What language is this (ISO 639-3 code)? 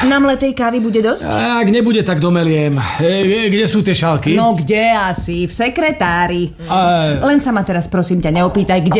slk